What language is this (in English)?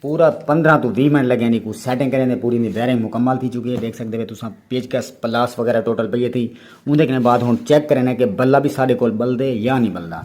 Saraiki